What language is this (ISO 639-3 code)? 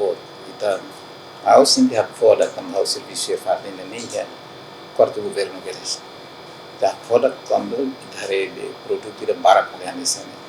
tet